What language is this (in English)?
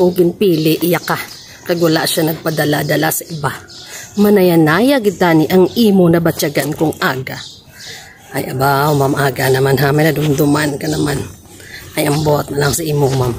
Hiligaynon